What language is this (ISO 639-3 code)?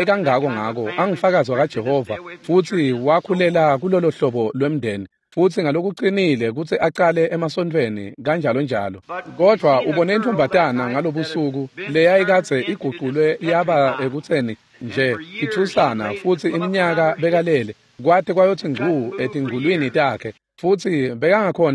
ssw